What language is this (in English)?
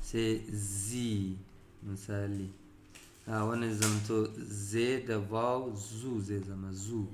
Hausa